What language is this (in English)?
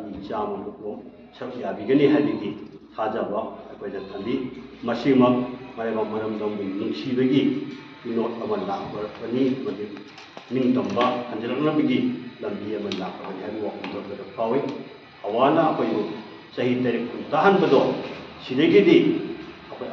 Manipuri